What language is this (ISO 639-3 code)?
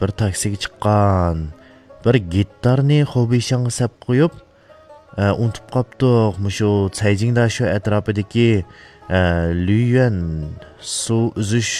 uig